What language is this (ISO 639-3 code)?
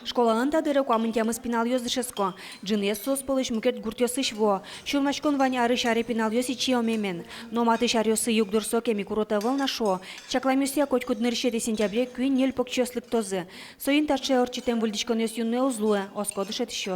udm